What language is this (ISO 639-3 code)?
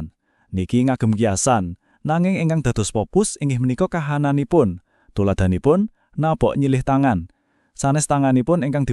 jav